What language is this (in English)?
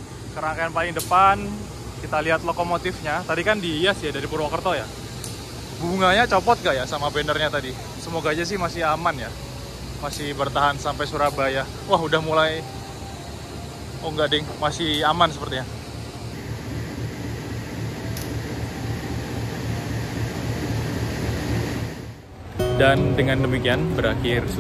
Indonesian